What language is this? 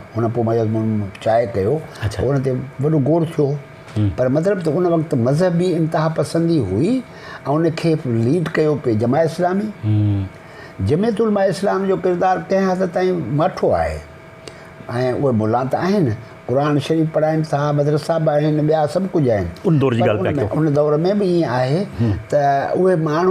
Sindhi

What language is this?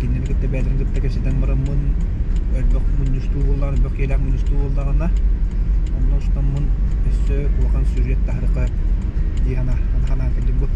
Yakut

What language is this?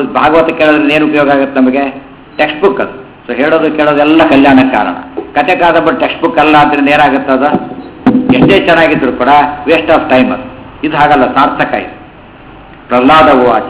Kannada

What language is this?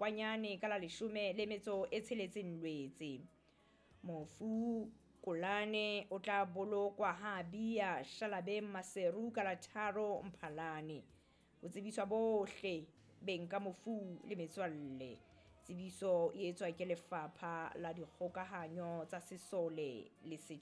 Southern Sotho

